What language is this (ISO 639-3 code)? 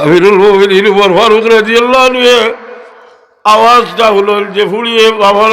syl